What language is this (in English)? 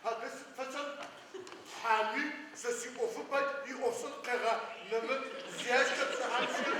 Adyghe